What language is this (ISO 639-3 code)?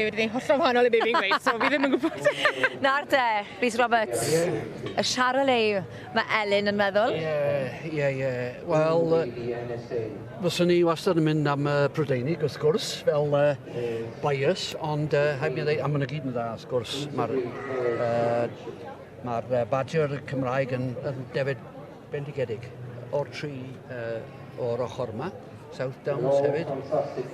cym